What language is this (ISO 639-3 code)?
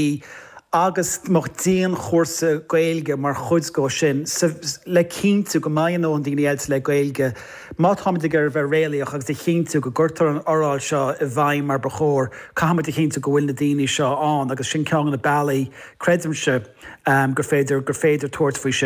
gle